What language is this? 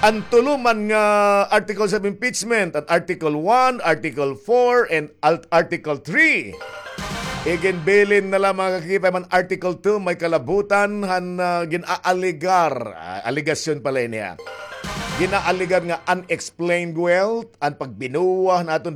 Waray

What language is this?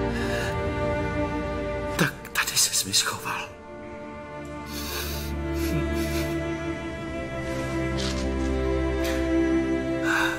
Czech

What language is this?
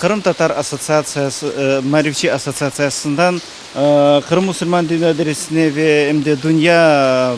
Crimean Tatar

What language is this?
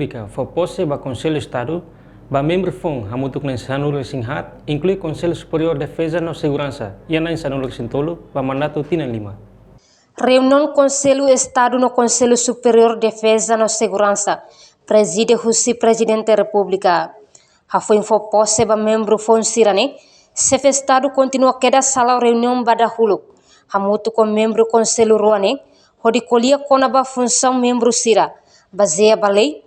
Tetum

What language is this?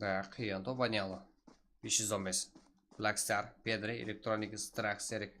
Kara-Kalpak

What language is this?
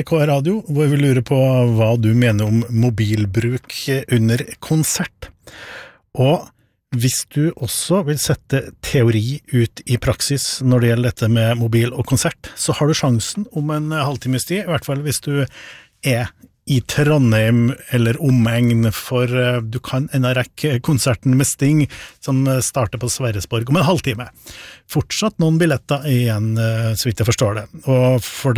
Norwegian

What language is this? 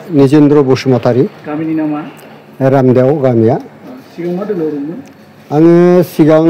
Bodo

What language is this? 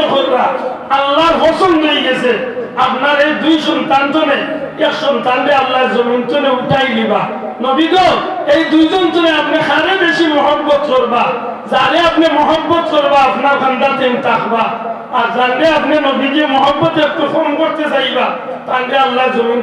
Sylheti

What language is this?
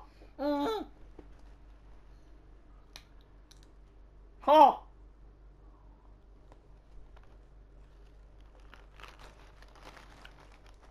Malay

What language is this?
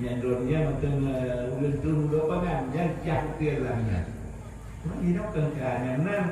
Achinese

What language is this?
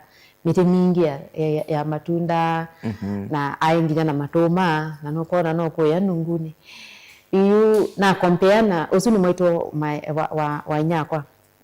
Kamba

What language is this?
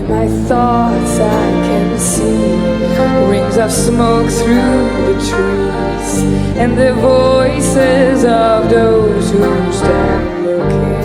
Western Frisian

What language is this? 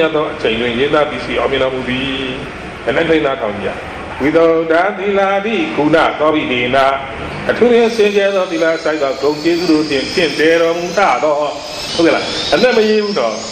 Burmese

